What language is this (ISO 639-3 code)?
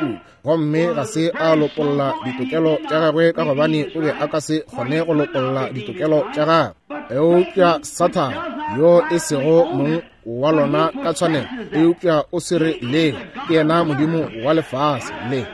nso